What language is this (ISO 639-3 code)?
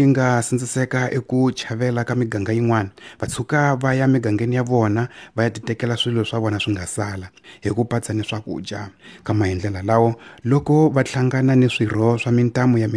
tso